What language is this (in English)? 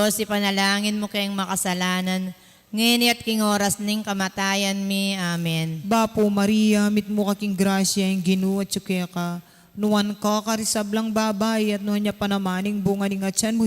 Pampanga